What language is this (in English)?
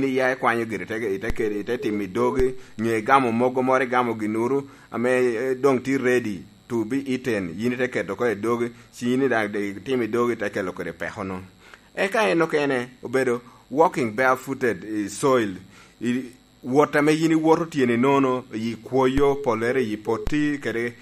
Lango (Uganda)